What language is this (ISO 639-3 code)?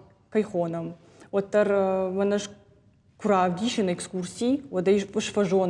oss